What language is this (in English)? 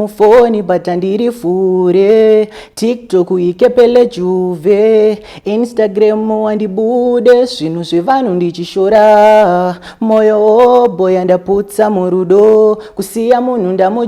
Shona